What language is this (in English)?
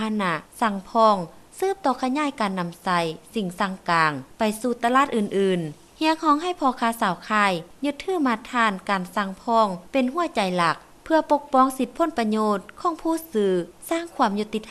Lao